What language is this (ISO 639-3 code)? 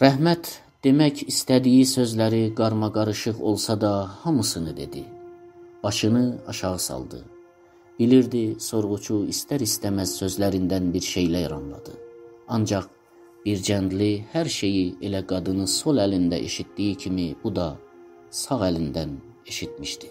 azb